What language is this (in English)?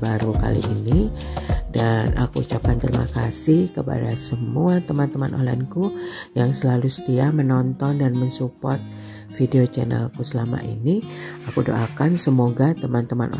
Indonesian